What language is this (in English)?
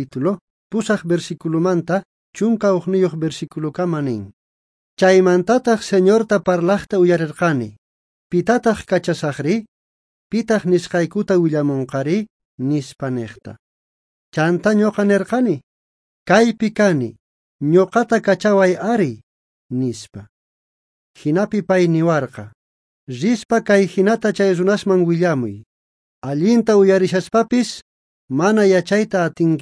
South Bolivian Quechua